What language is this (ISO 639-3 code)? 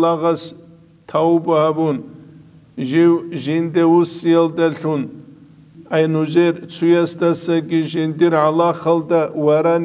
ava